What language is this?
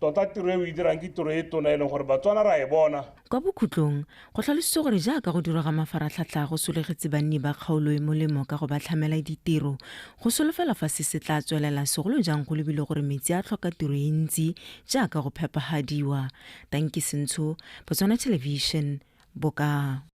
Tswana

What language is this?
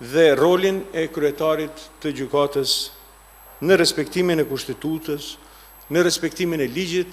Albanian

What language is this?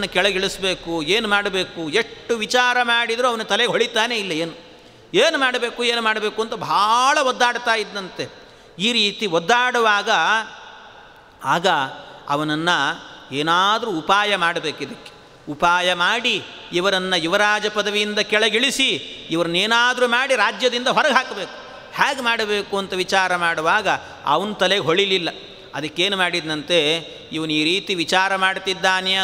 Kannada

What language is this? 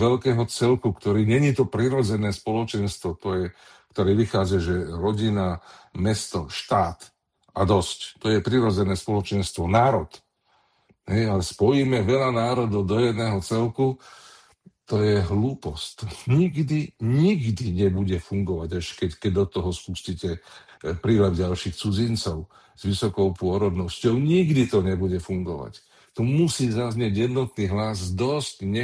Slovak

